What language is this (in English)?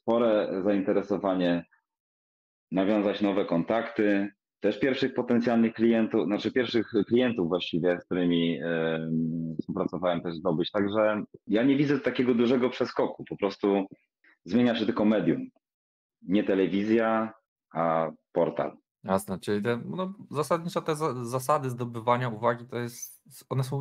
Polish